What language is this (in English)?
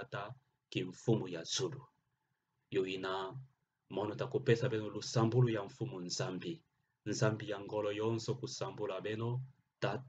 Kituba (Democratic Republic of Congo)